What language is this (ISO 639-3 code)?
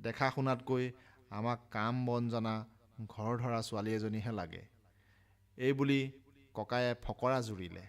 asm